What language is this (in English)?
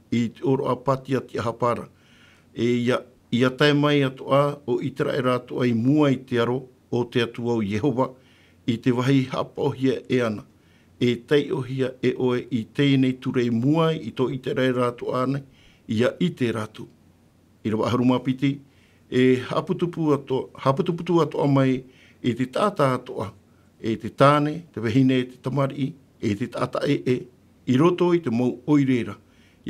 Tahitian